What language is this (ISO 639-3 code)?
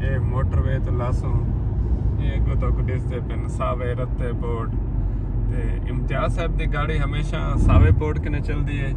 skr